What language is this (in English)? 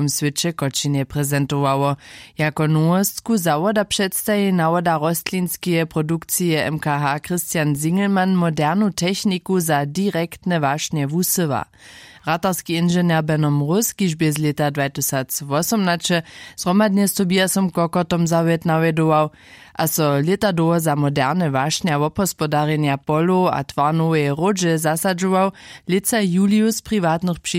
Upper Sorbian